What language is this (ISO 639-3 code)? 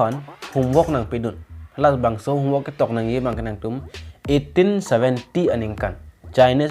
mjw